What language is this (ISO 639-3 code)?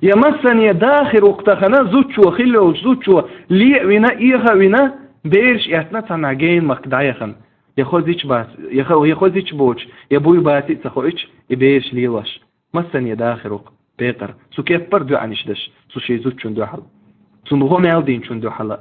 che